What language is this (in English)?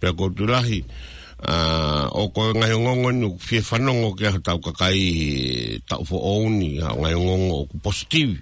Tongan